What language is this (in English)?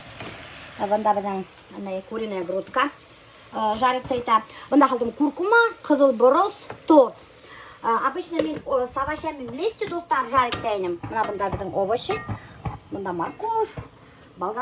Bashkir